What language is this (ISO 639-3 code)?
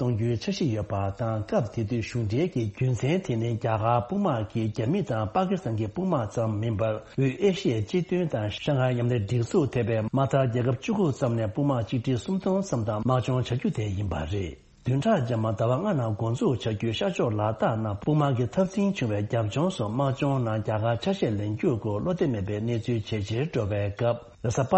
bod